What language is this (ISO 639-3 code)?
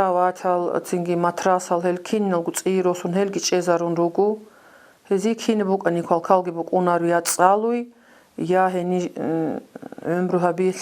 ava